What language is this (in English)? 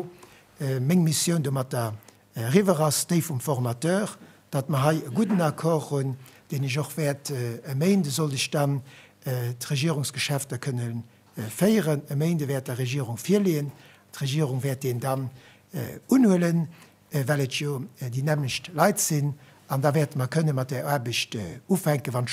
Luxembourgish